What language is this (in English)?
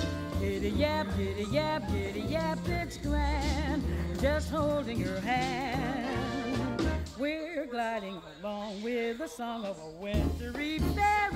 English